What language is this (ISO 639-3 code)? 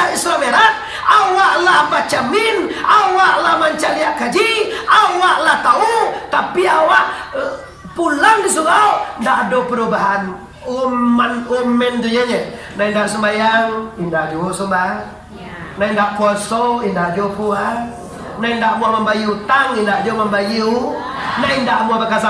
min